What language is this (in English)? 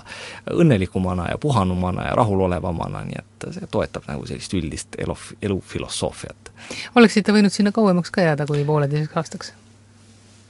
Estonian